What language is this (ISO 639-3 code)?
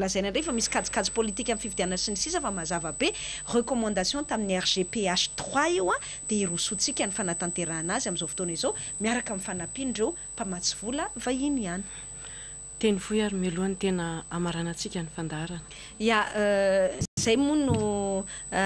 mlg